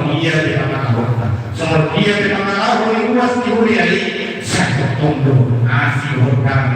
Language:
Batak Toba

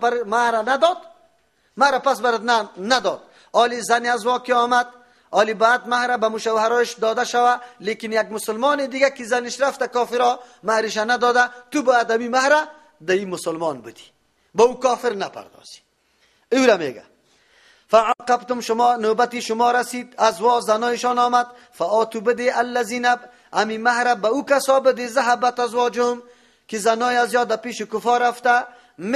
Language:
Persian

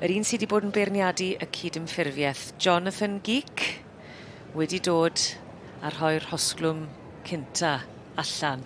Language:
Welsh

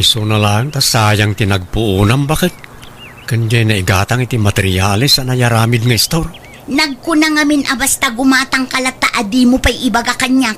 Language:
Iloko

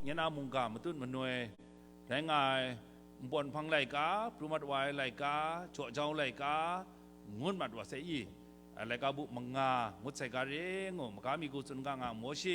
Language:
Kachin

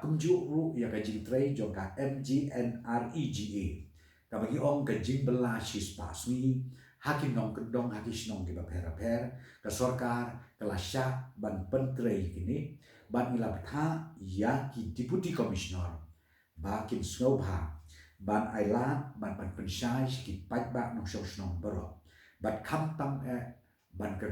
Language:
Khasi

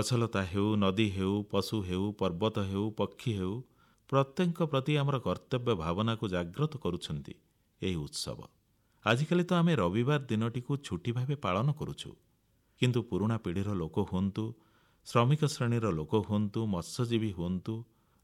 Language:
Odia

